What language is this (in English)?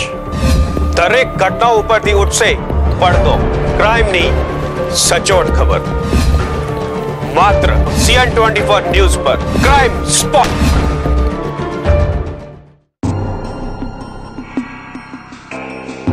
Gujarati